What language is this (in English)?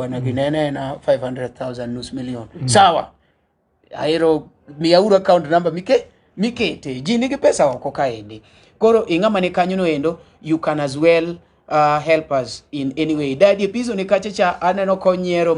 Luo (Kenya and Tanzania)